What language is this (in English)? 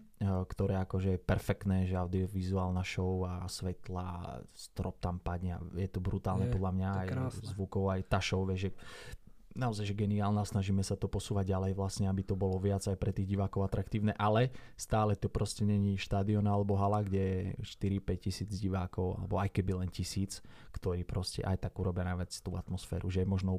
Slovak